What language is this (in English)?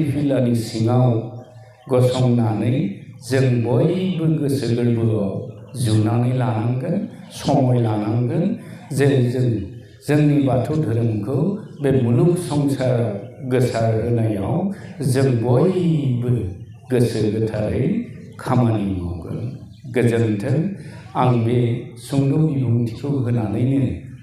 Bodo